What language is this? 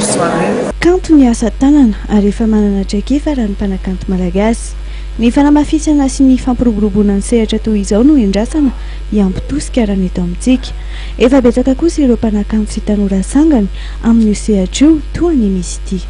Malagasy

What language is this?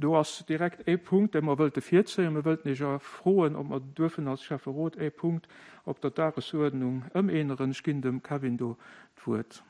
Luxembourgish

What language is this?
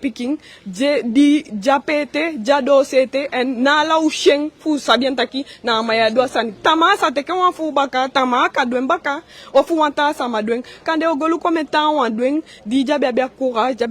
Eastern Maroon Creole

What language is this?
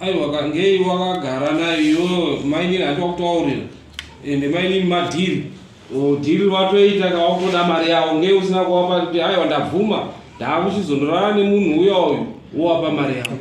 Shona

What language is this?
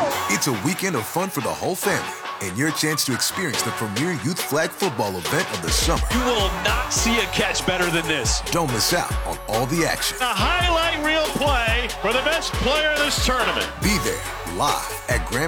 English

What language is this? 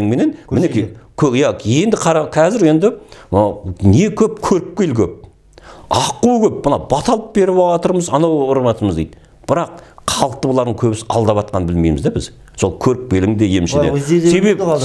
Kazakh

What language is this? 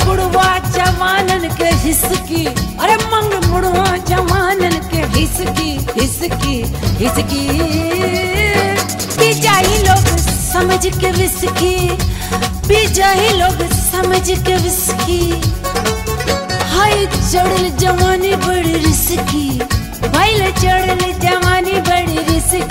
Bhojpuri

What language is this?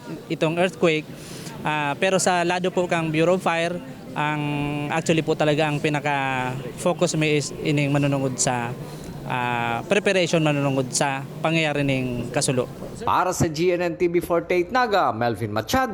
Bikol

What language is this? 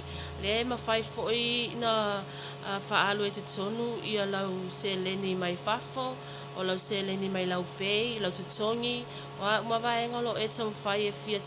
Samoan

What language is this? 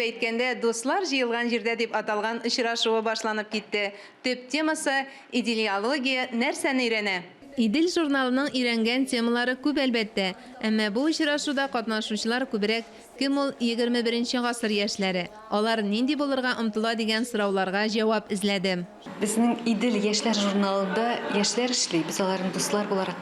Tatar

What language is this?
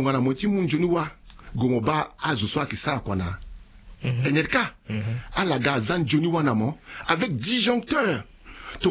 Sango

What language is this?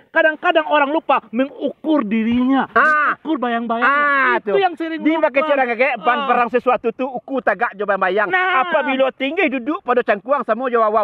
Minangkabau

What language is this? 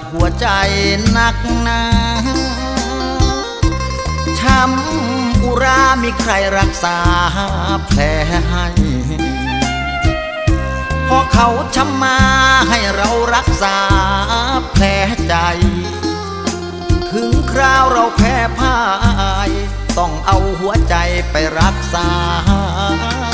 Thai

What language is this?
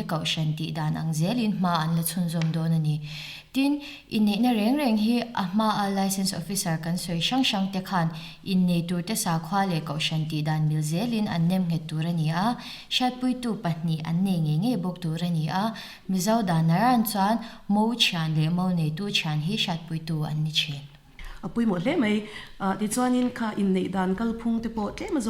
Mizo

